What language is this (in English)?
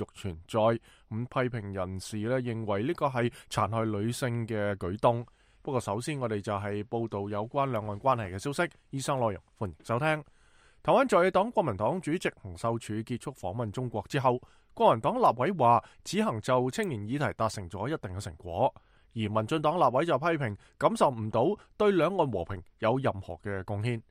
Cantonese